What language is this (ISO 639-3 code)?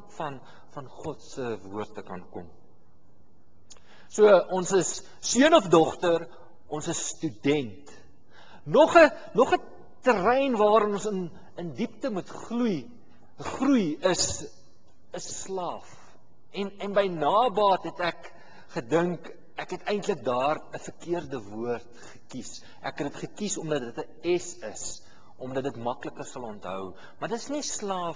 afr